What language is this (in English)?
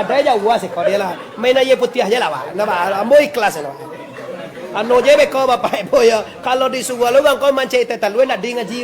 Minangkabau